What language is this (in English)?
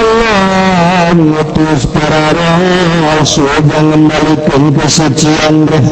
Sundanese